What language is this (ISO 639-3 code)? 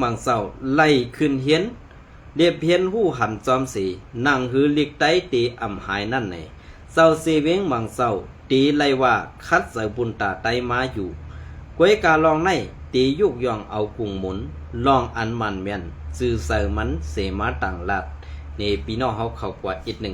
shn